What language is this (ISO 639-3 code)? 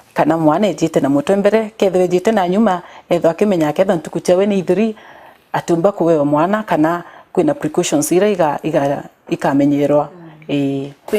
mer